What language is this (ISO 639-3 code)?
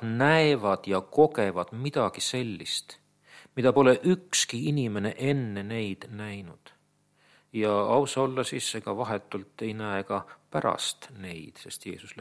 est